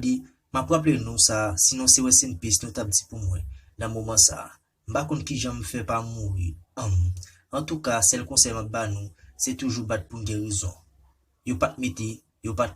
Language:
Haitian Creole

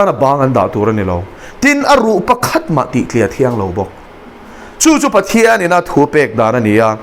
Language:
Mizo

